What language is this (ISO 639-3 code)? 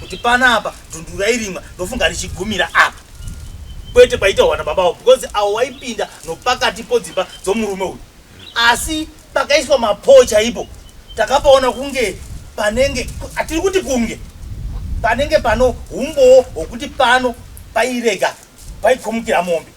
sna